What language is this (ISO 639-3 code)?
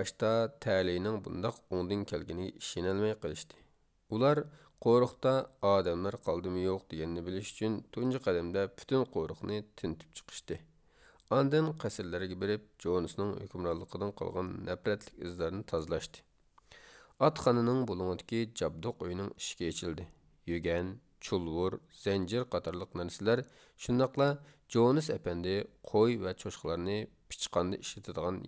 uig